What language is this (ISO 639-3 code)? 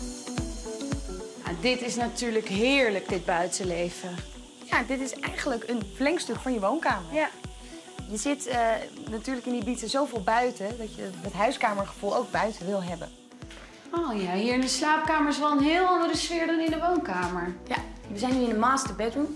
nld